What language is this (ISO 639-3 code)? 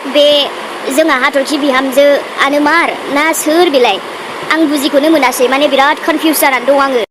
brx